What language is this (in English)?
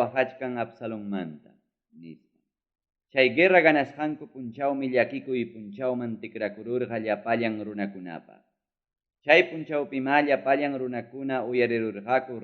Ayacucho Quechua